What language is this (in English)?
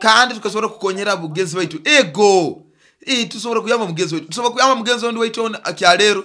Nyoro